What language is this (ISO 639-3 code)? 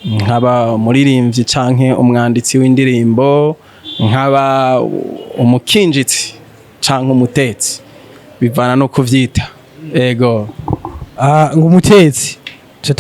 run